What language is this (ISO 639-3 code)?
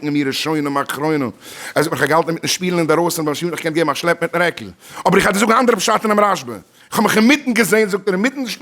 yid